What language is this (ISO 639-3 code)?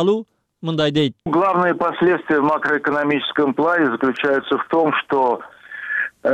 kir